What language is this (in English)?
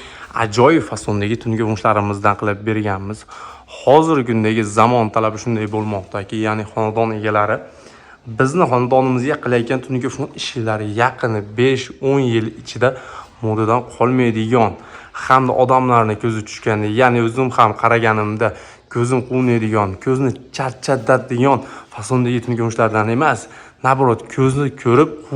Uzbek